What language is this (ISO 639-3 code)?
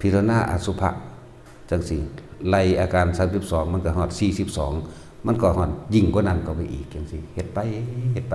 tts